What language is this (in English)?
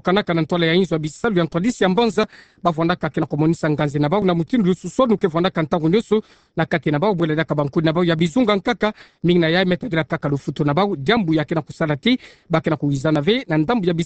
Kituba (Democratic Republic of Congo)